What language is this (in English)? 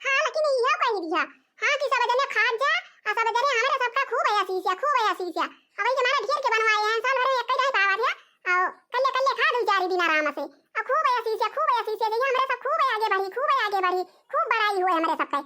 Awadhi